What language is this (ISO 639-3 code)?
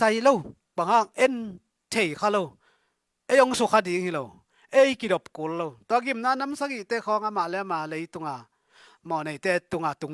ctd